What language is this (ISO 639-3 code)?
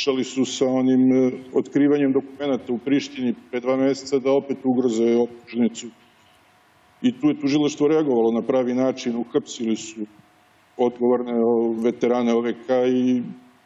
srp